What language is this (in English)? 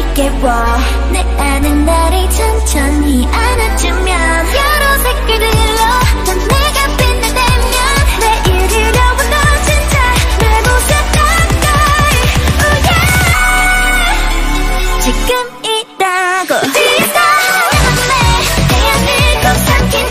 Korean